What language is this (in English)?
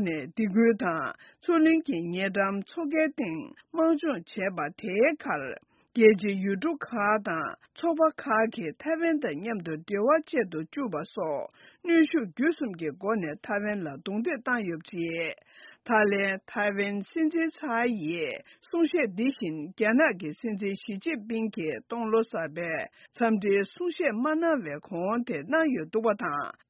Tibetan